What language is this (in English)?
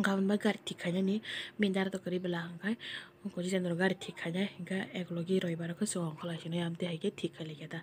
Kok Borok